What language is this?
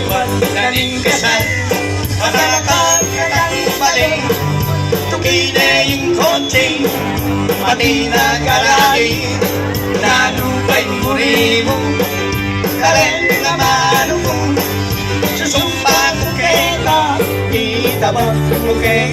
Pampanga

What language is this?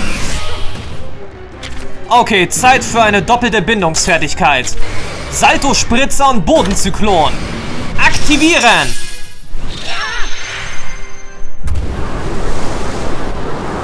German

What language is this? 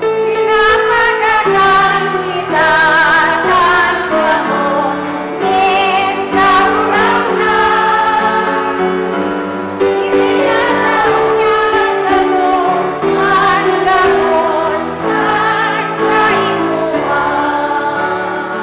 Bikol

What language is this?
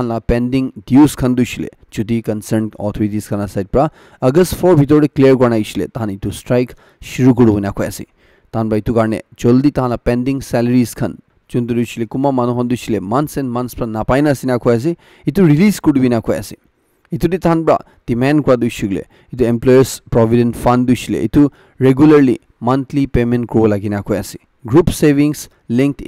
Naga Pidgin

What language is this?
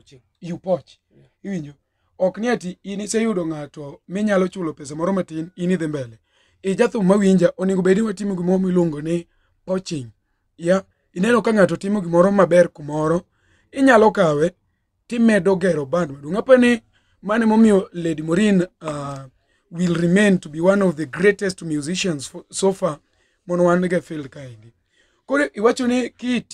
Luo (Kenya and Tanzania)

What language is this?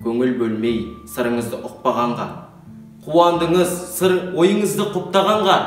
Kazakh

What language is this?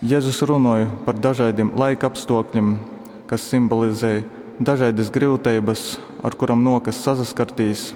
Latgalian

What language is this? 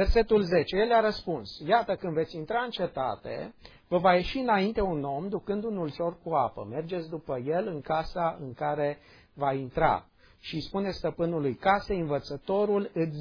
Romanian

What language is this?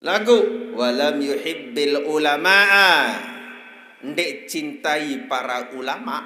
Sasak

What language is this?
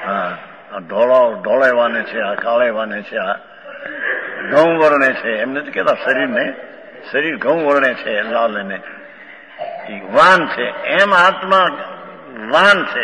Gujarati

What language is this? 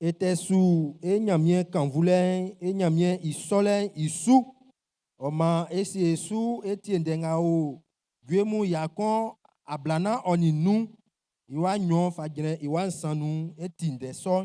Baoulé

